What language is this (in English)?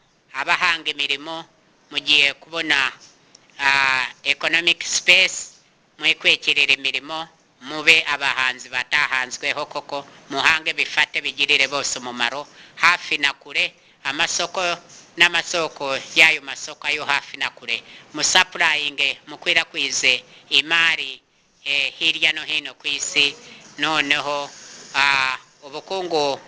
Kinyarwanda